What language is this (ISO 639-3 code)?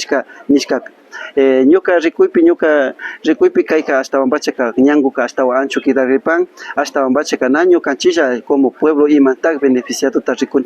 qvi